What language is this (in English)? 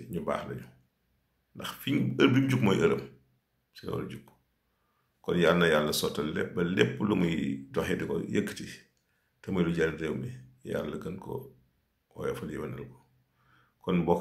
Wolof